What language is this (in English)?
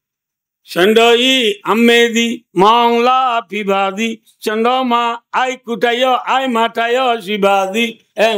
Rohingya